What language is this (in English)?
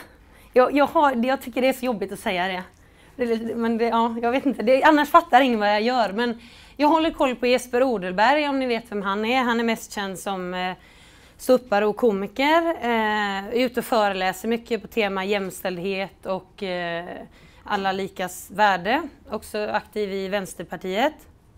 Swedish